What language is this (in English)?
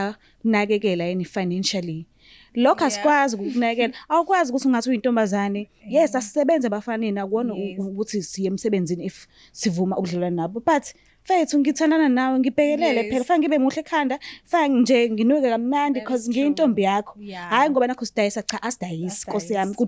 Zulu